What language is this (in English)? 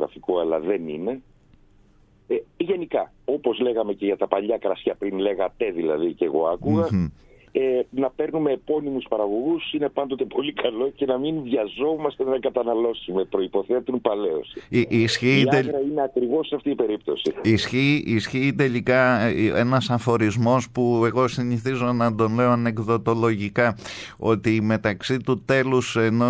Greek